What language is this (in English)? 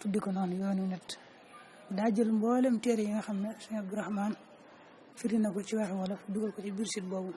Wolof